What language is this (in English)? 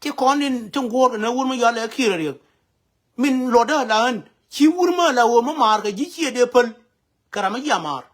Nuer